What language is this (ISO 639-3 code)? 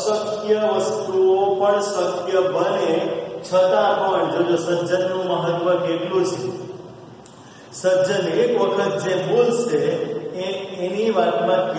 guj